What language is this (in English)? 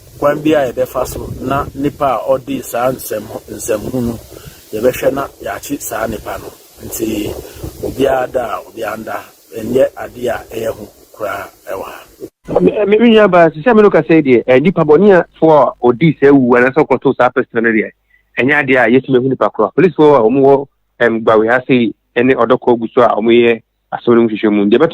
Akan